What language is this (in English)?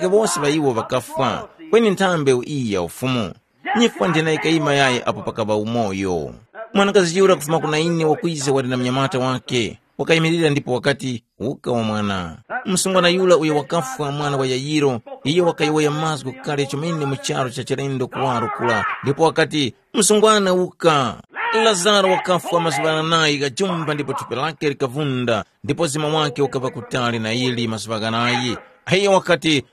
Tumbuka